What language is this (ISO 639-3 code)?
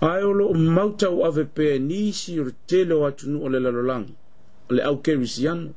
smo